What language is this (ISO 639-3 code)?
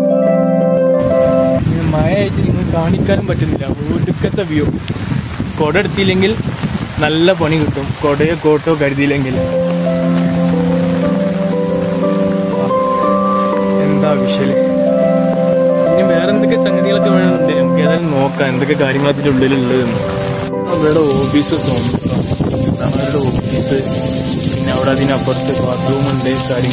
mal